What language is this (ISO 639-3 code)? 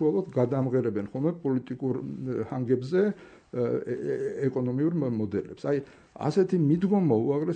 kat